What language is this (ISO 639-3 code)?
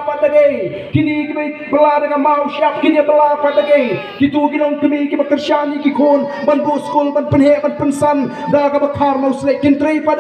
kha